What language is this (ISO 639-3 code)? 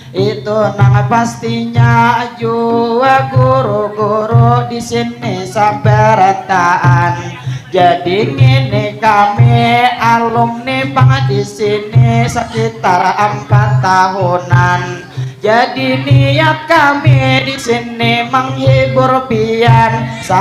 bjn